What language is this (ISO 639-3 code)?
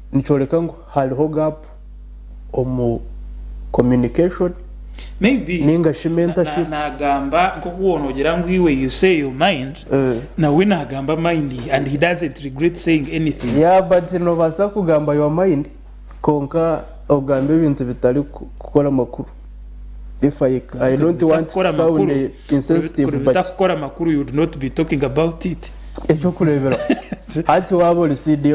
nyn